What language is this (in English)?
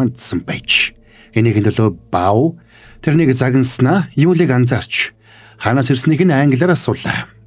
Mongolian